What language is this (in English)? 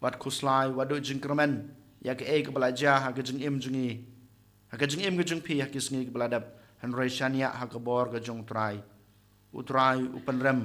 Khasi